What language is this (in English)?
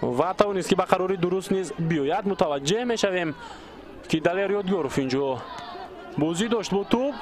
Tajik